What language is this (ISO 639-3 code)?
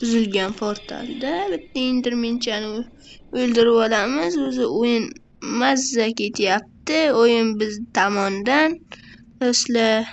uzb